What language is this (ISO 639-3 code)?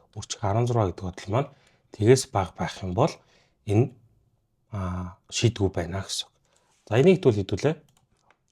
mon